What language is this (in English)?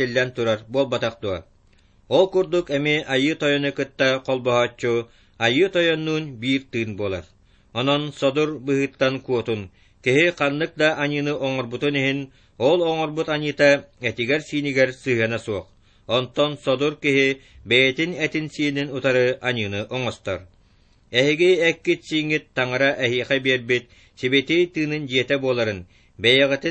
Yakut